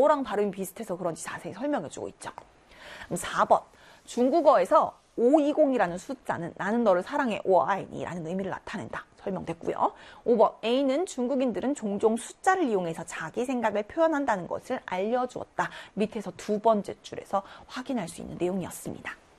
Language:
Korean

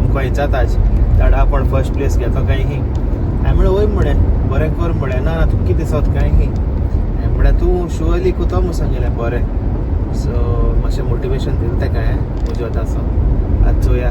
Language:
Konkani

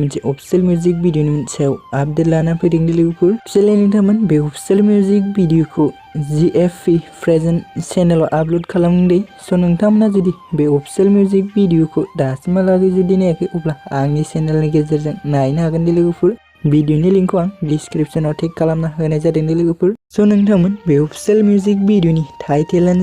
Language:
Bodo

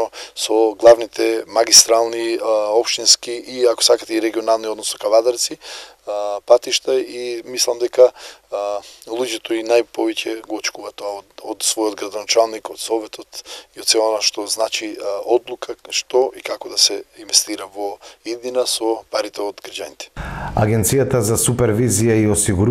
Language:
Macedonian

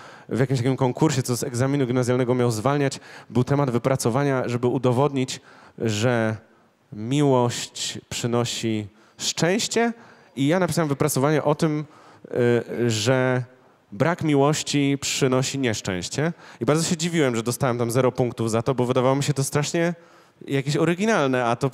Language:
Polish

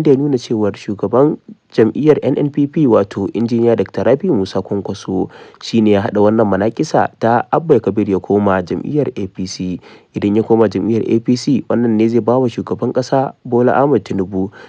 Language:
Hausa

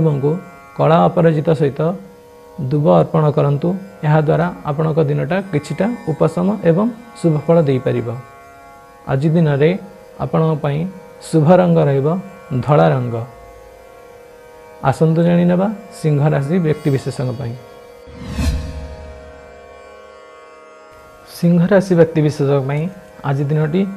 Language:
Odia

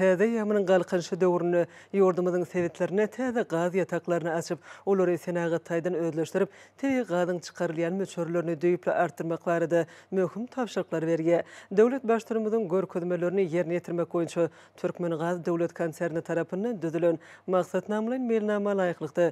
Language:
Turkmen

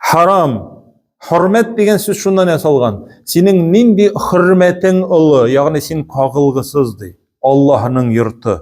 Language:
Tatar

